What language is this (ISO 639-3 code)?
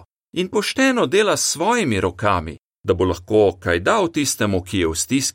slv